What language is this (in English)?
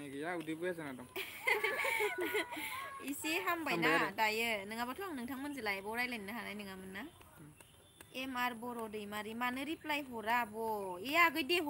Bodo